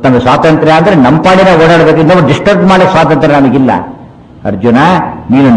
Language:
Kannada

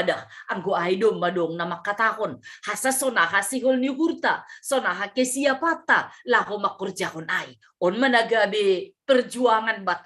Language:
Batak Simalungun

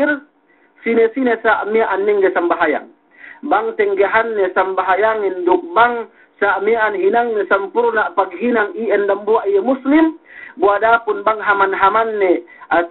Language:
Yakan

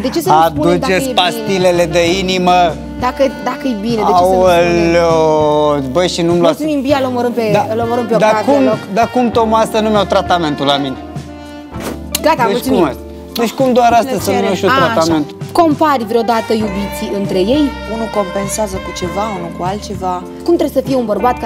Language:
Romanian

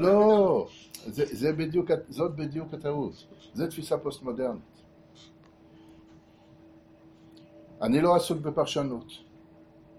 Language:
Hebrew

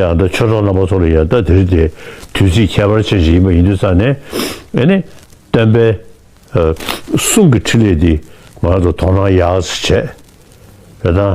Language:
Tibetan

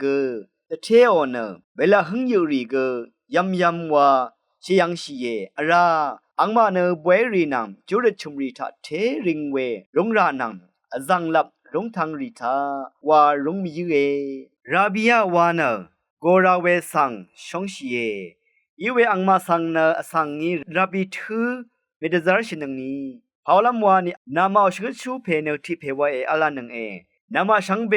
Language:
Rawang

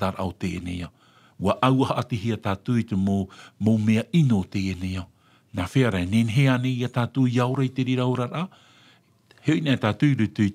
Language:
Tahitian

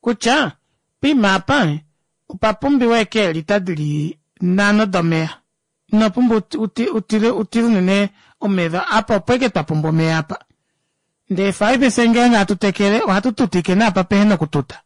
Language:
Kuanyama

